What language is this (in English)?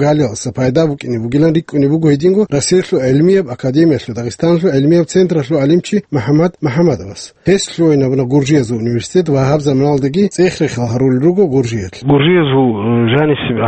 Avaric